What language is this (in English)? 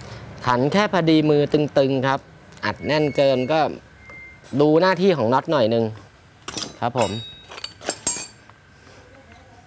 Thai